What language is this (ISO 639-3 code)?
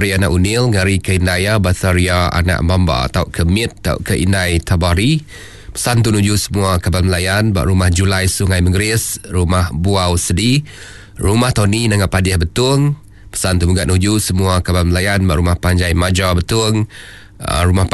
iba